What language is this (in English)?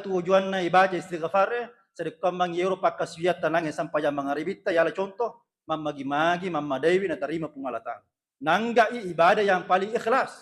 Buginese